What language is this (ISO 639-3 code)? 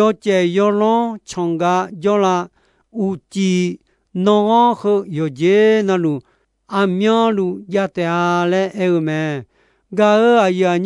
ahk